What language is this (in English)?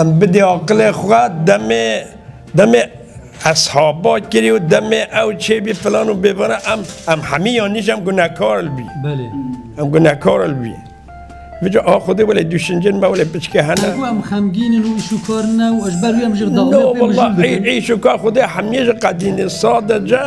Kurdish